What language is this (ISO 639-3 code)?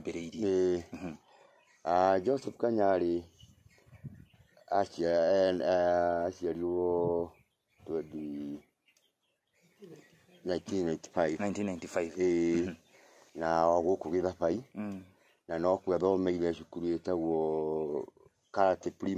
kik